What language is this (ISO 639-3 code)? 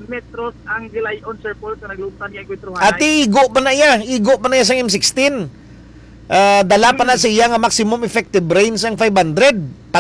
hil